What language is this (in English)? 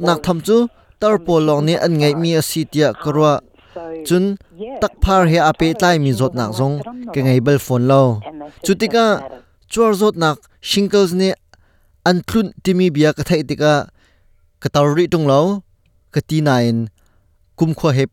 Hakha Chin